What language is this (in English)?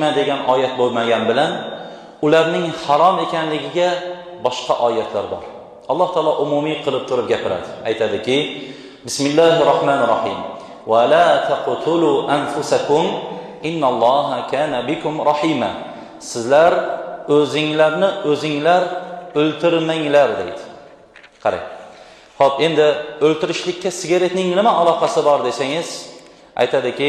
Uzbek